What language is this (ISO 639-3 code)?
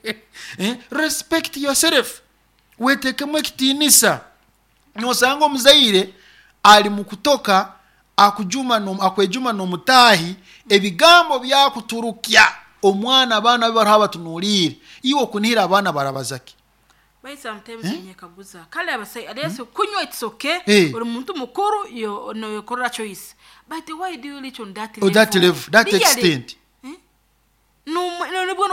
nyo